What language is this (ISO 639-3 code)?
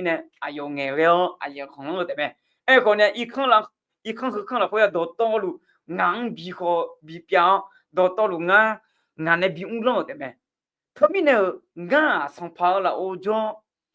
ahk